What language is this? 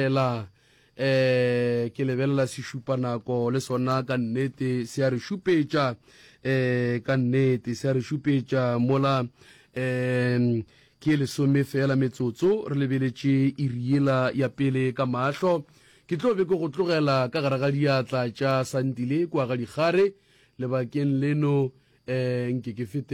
Northern Sotho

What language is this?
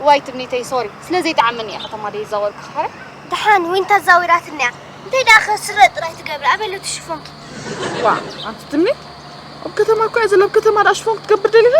Tigrinya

